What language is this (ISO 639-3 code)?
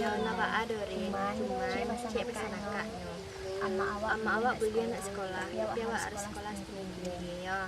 min